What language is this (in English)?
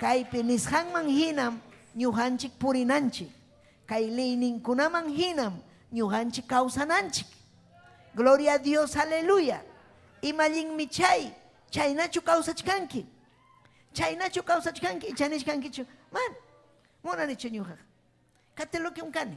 Ayacucho Quechua